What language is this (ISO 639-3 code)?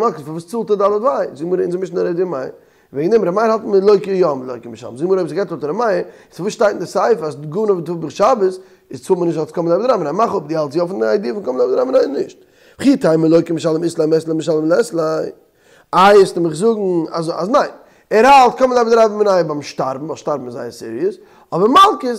yid